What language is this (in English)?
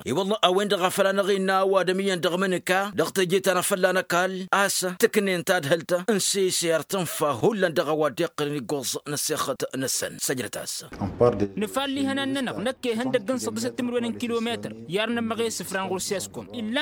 Tamasheq